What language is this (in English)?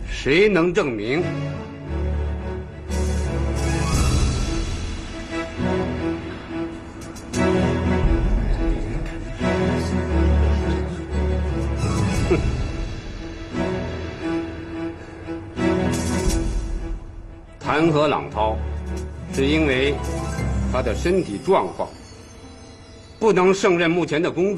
Chinese